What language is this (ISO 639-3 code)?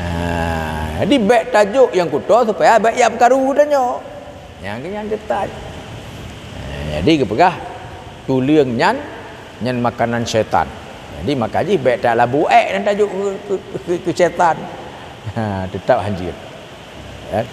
ace